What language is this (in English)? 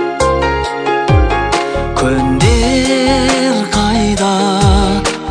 Kazakh